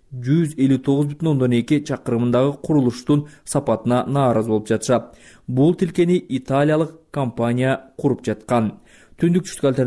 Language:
Kyrgyz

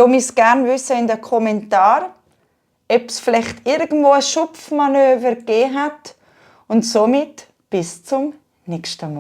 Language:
Swiss German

